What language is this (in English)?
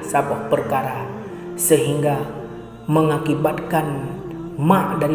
Achinese